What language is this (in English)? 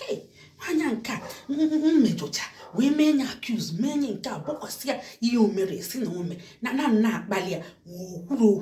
Igbo